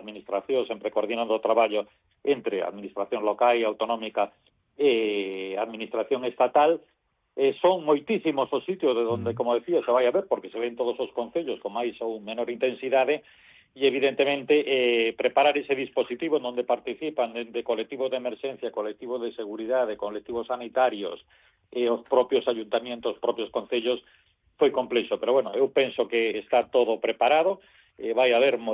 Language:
Galician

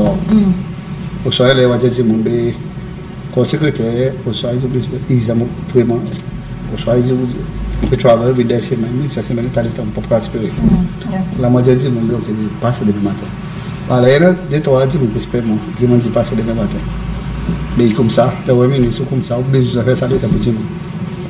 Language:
Seselwa Creole French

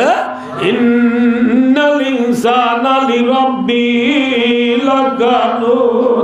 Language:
Rohingya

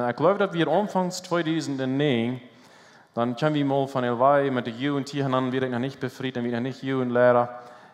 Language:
Plautdietsch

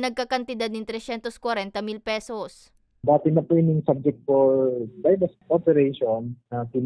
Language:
Bikol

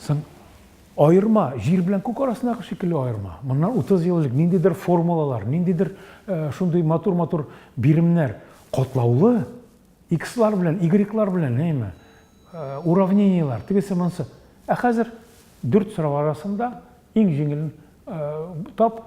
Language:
Tatar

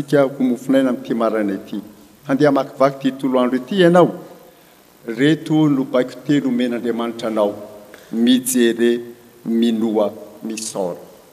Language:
Malagasy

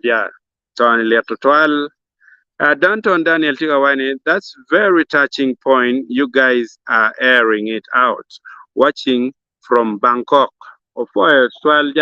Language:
Acoli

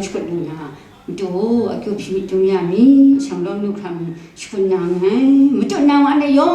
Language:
Kachin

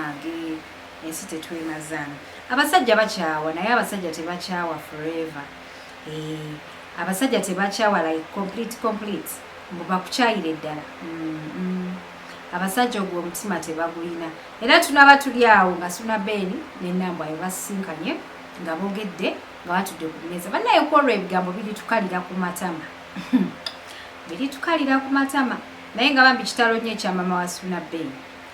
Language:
Ganda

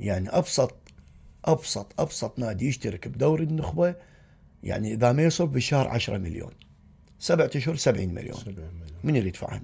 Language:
Mesopotamian Arabic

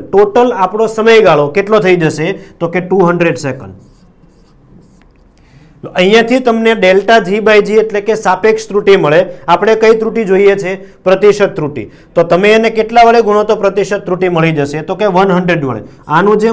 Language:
Gujarati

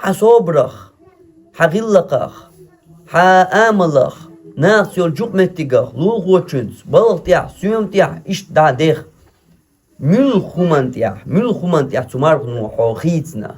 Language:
Chechen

